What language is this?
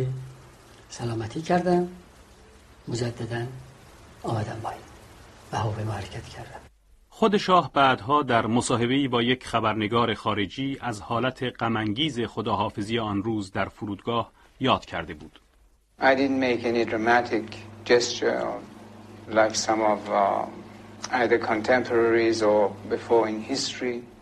Persian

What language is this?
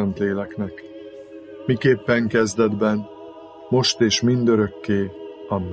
Hungarian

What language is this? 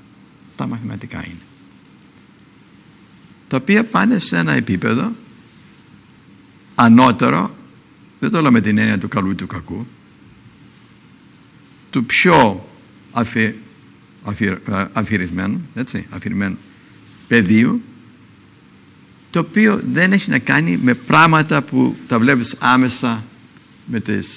Greek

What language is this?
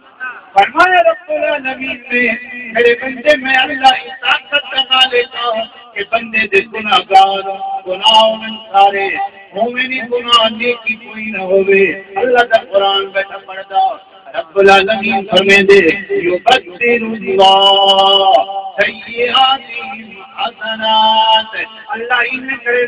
Saraiki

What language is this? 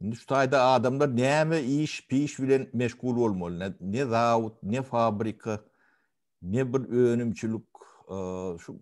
Turkmen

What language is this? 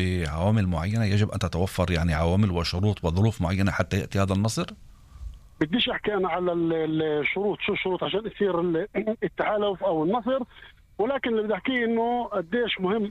North Levantine Arabic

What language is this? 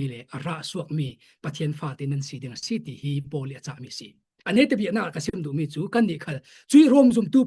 Falam Chin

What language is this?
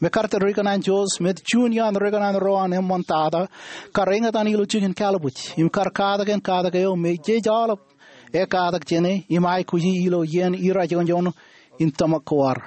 Marshallese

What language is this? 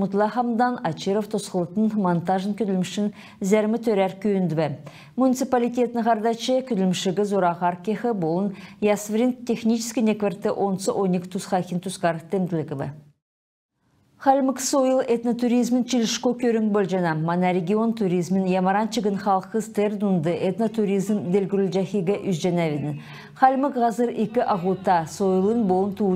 Kalmyk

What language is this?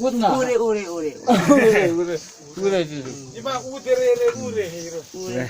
Hmar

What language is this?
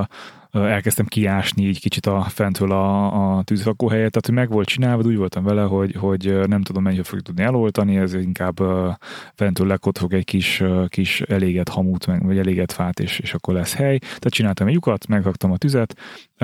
Hungarian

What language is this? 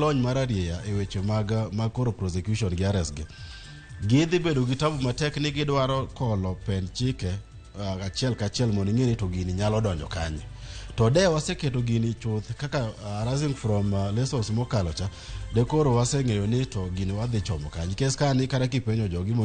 Luo (Kenya and Tanzania)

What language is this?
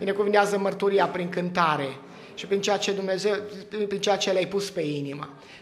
Romanian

